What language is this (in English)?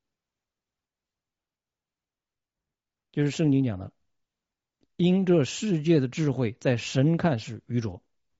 Chinese